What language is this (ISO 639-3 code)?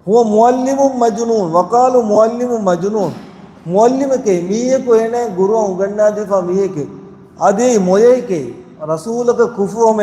div